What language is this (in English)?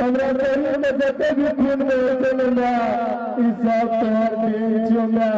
Maithili